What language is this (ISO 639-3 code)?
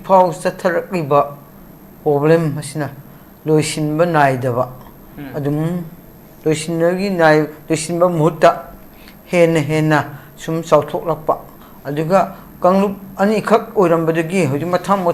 mni